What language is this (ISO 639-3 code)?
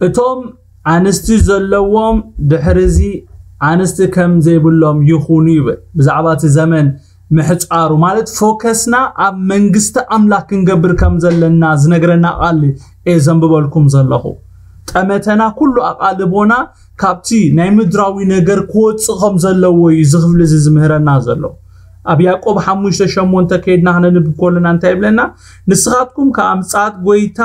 tir